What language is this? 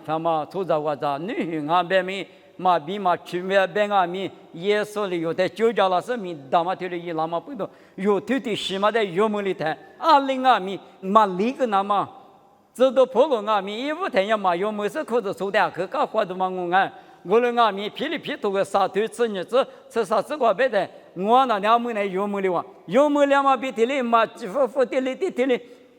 Lisu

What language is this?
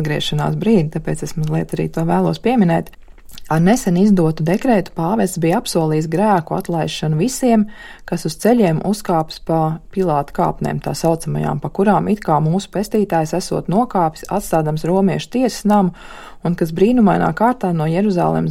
Latvian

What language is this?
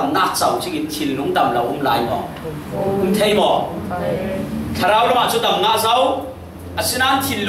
Falam Chin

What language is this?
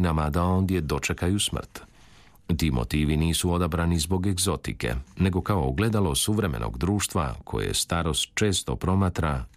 Croatian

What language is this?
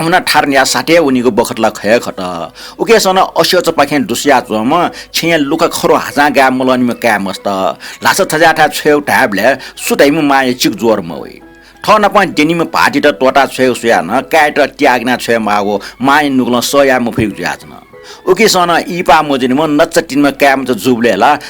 Newari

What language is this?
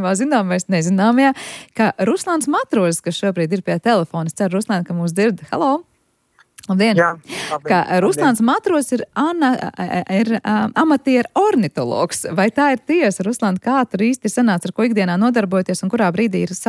Latvian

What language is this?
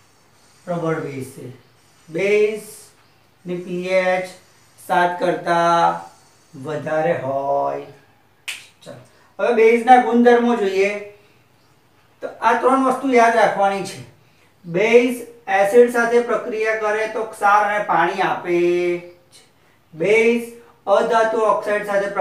Gujarati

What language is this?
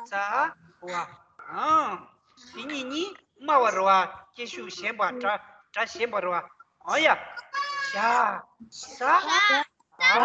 Tibetan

